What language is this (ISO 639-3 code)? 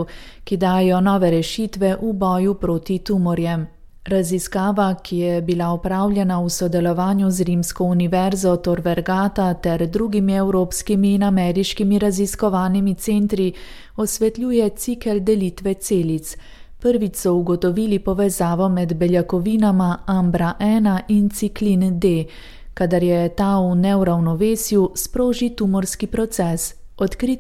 slv